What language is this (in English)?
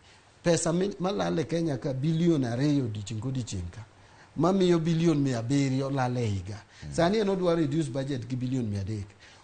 Luo (Kenya and Tanzania)